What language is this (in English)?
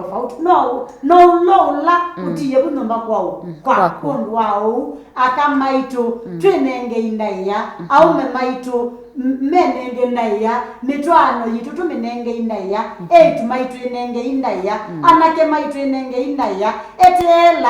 Kamba